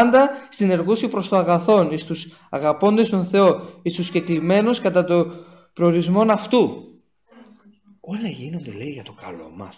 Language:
Greek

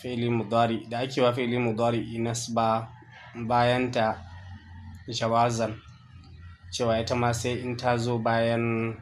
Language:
Hausa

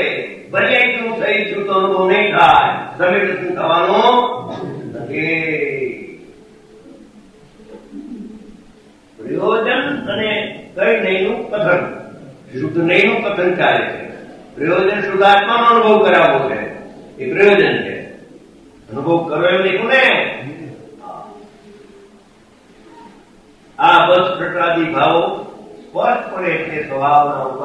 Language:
Gujarati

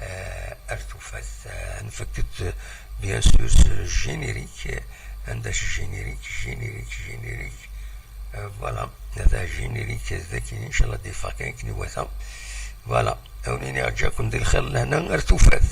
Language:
Kabyle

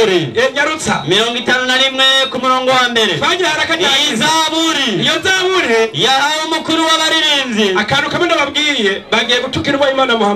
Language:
Rundi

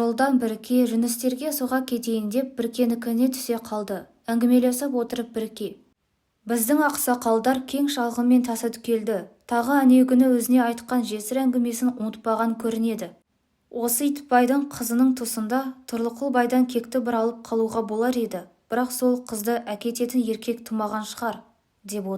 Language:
Kazakh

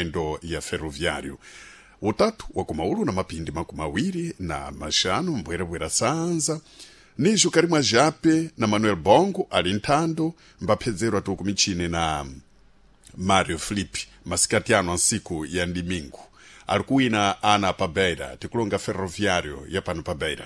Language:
Sena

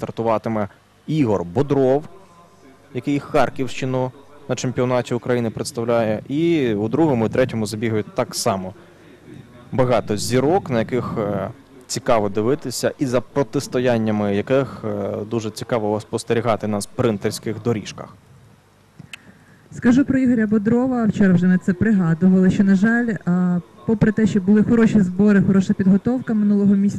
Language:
Ukrainian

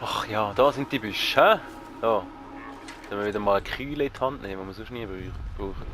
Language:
Swiss German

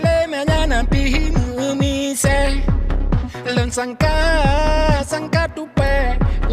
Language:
Achinese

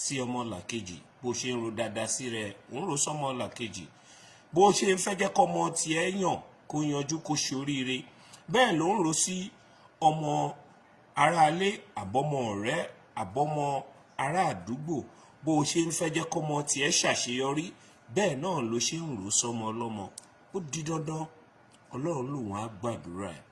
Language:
Yoruba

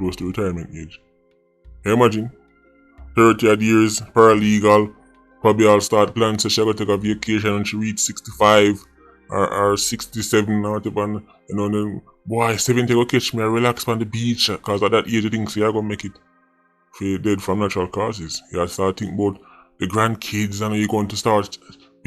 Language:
Jamaican Creole English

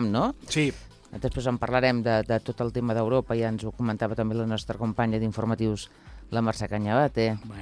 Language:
Catalan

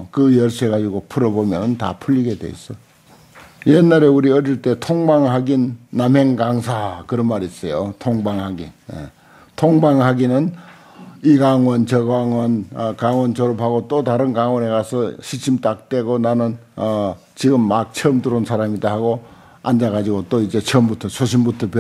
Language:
Korean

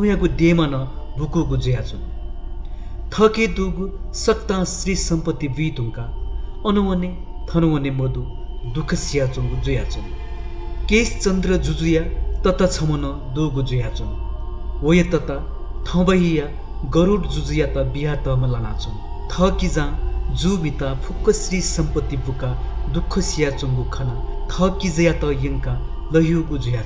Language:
Newari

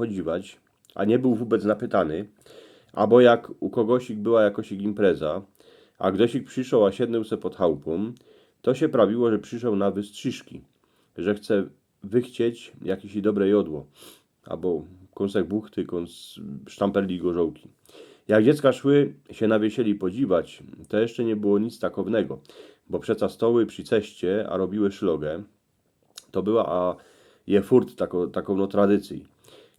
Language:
Silesian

